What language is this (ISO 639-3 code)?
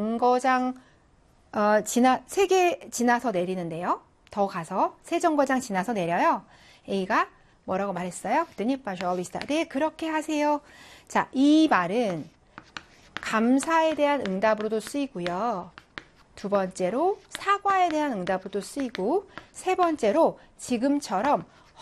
kor